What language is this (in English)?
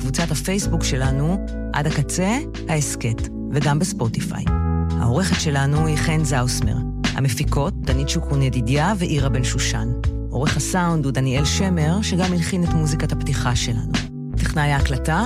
Hebrew